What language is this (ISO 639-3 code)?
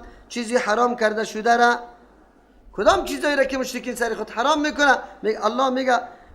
fas